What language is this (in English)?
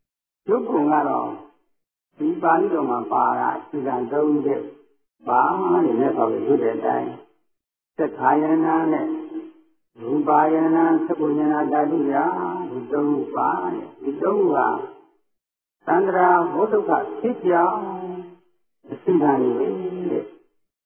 Burmese